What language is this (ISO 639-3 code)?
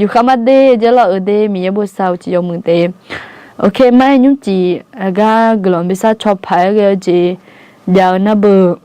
ahk